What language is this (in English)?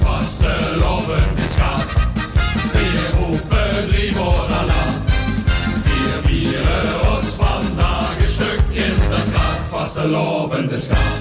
Limburgish